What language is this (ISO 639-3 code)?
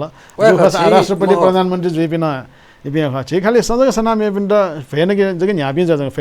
new